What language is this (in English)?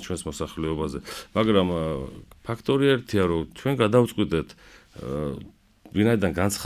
Georgian